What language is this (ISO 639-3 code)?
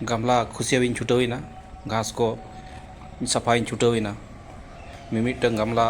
sat